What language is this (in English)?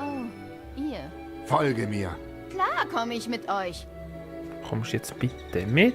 Swiss German